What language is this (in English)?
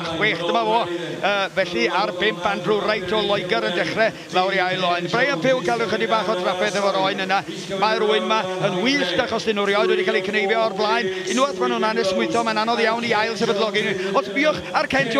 Welsh